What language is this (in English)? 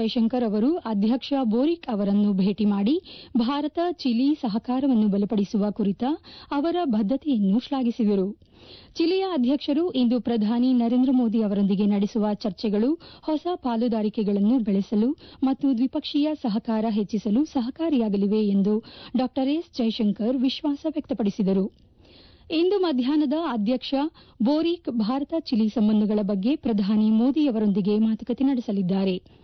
Kannada